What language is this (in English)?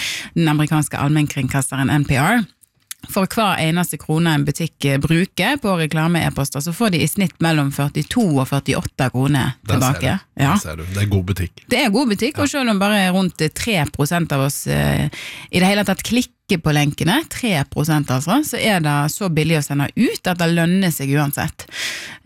Norwegian